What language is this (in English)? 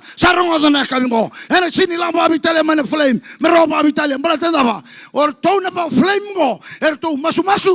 Fijian